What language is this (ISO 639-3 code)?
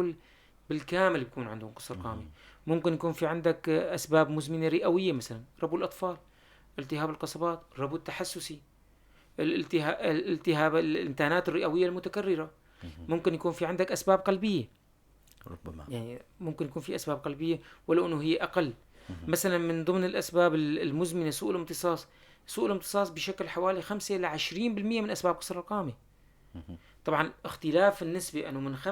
apc